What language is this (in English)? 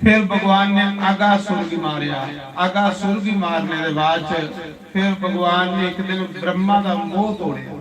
Dogri